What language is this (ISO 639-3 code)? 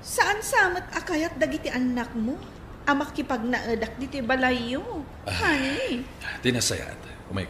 ilo